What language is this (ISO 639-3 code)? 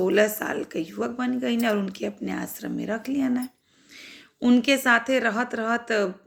bho